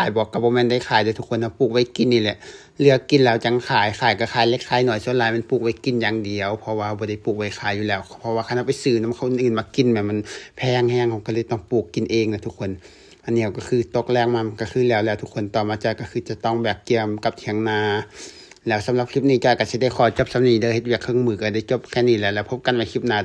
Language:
Lao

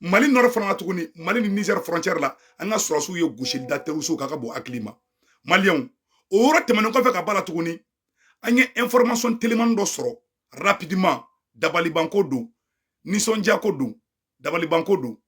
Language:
Bambara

